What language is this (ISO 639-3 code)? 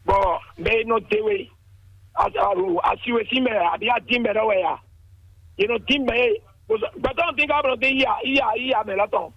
fon